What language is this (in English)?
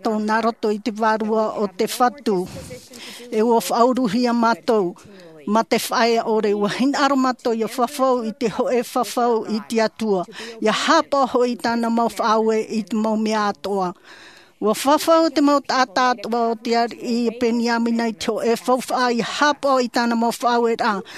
Tahitian